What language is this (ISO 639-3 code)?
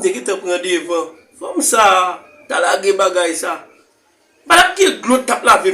hat